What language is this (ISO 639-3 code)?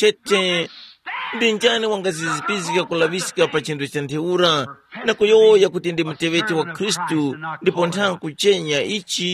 tum